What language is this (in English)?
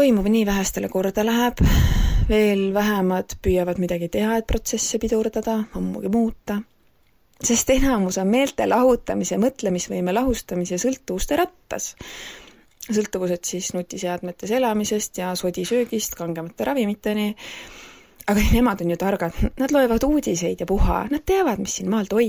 Estonian